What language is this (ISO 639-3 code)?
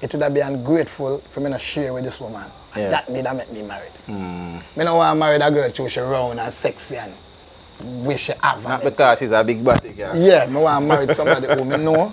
jam